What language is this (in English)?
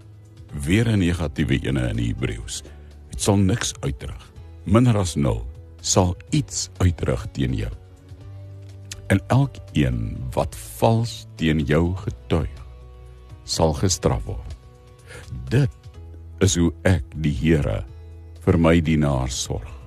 Afrikaans